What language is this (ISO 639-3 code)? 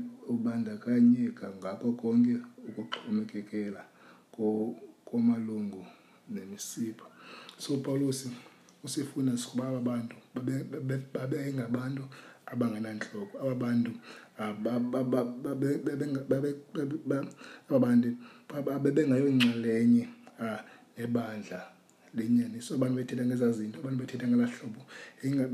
xho